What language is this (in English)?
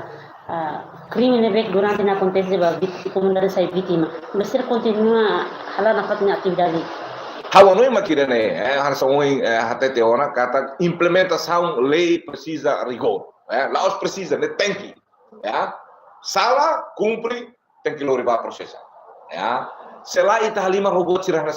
Tetum